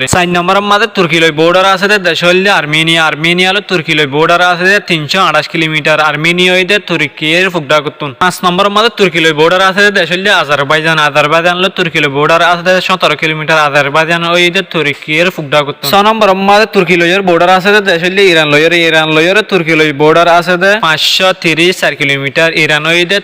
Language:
Rohingya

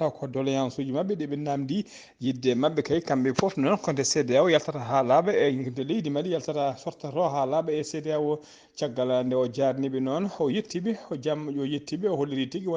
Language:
Fula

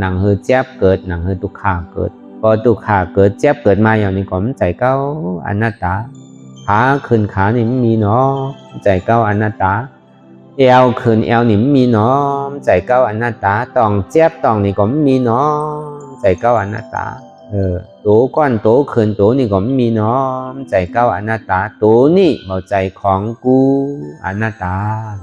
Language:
Shan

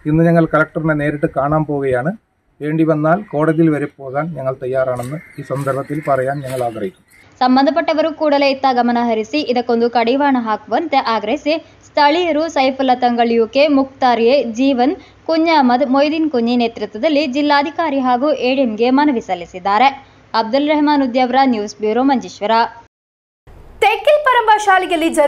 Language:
Kannada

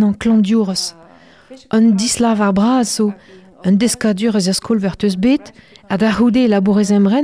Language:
Breton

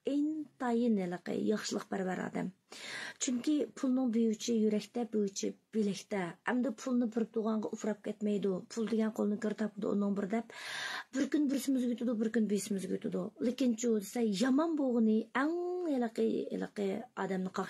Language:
Uyghur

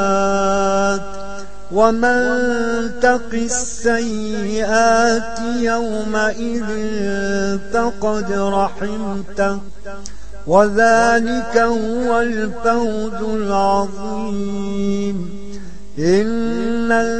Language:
Arabic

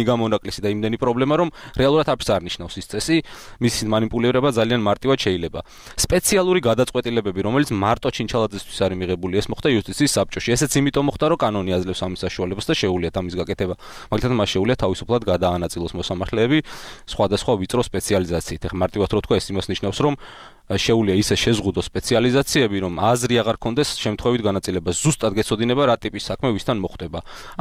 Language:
Georgian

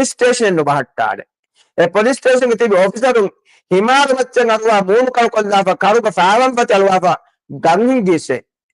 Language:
Divehi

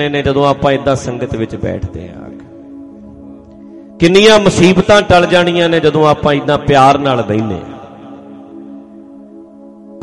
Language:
Punjabi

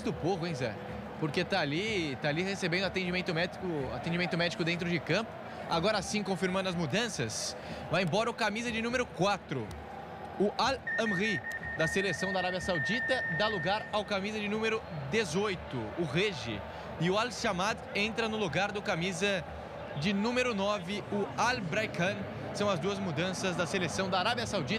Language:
Portuguese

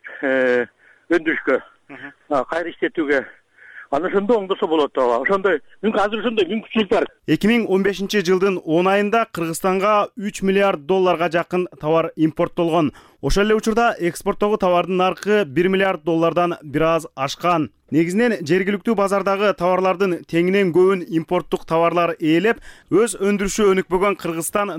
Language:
Kyrgyz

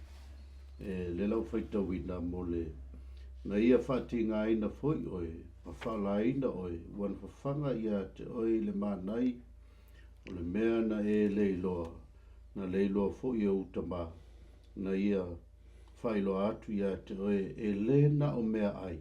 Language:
Samoan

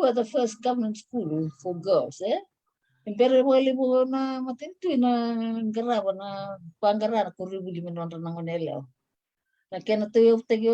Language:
Fijian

